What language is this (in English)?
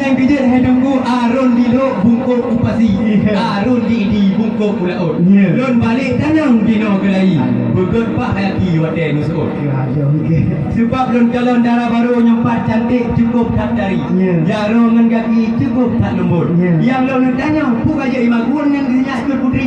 Achinese